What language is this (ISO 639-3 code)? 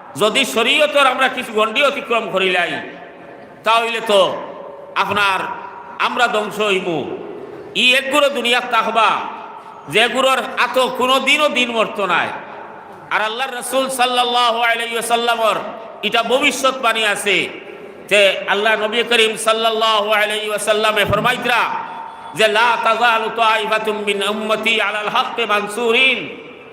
syl